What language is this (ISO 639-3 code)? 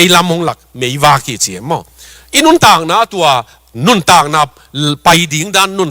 ctd